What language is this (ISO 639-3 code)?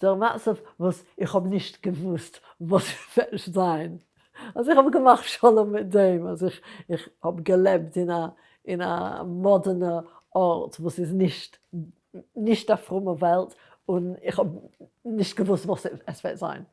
yid